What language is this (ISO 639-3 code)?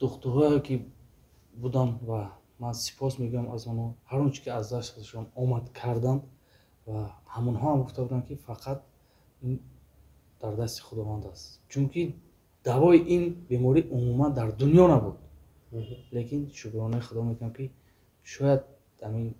tgk